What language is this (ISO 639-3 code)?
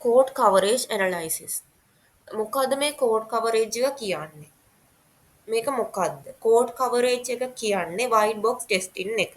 sin